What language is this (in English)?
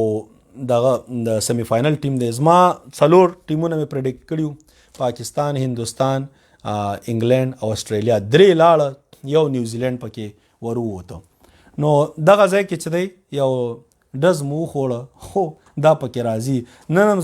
Pashto